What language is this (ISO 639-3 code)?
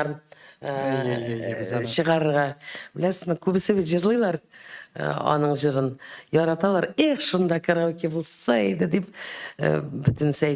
tat